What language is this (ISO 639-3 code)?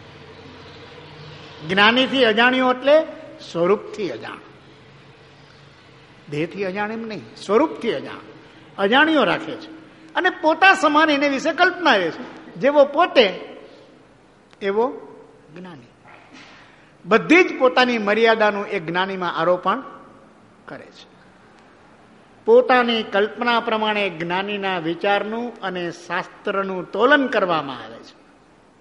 guj